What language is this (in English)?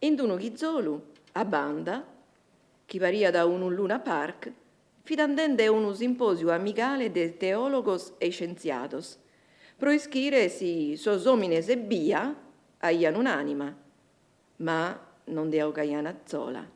Sardinian